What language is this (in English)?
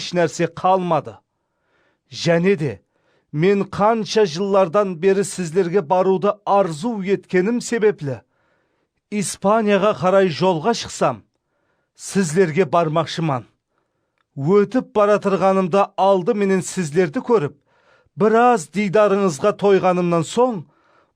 Kara-Kalpak